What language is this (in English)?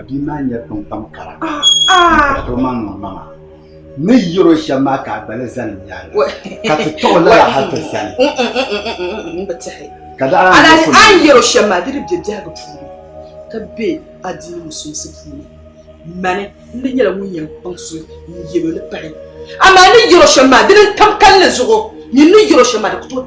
Dagbani